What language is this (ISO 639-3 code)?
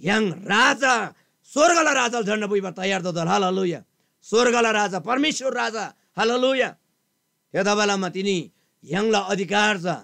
taj